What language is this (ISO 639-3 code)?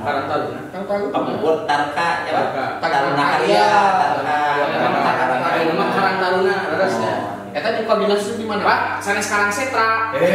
sun